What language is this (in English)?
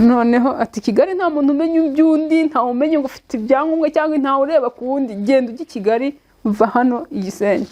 Kinyarwanda